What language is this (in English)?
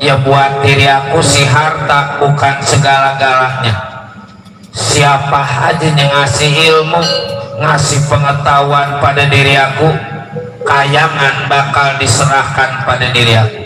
Betawi